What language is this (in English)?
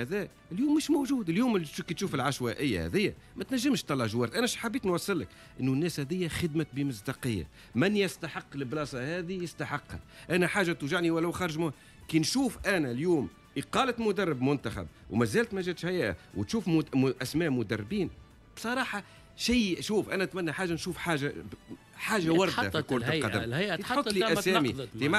Tunisian Arabic